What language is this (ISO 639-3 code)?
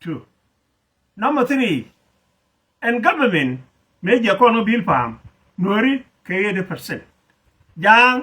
nus